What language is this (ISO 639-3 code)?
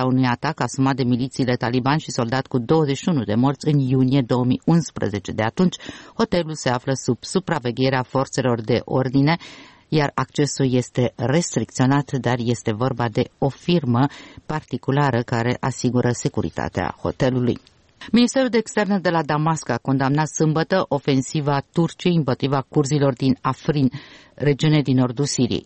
ron